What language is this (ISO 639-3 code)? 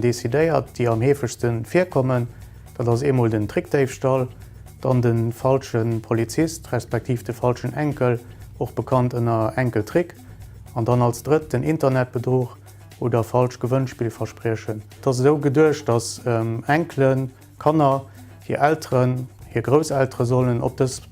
ltz